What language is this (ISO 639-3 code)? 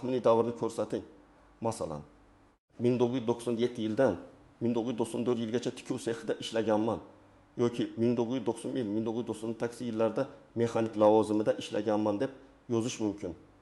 uzb